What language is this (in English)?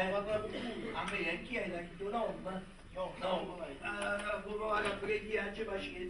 Neapolitan